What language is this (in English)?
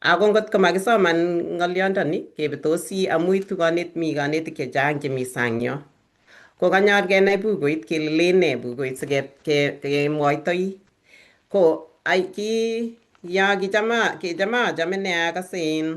Kalenjin